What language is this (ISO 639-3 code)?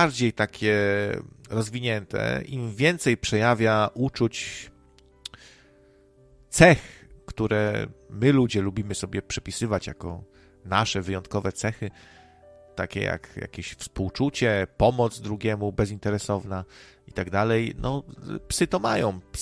pol